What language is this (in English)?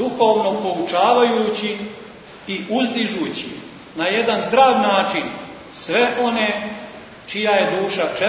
Serbian